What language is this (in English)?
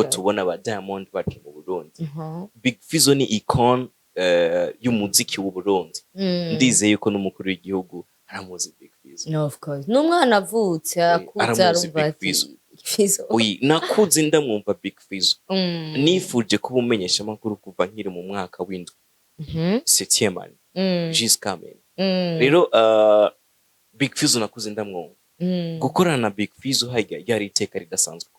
Rundi